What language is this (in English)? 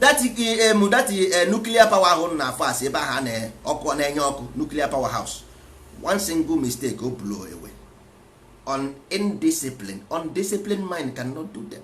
Igbo